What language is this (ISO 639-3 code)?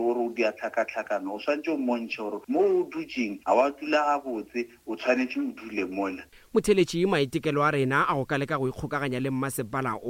nso